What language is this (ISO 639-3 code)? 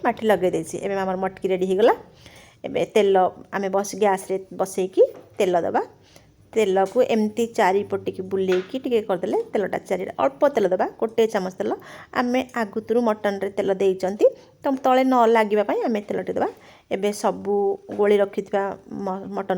ori